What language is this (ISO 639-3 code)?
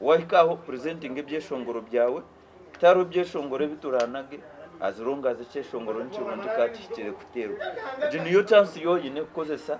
nyn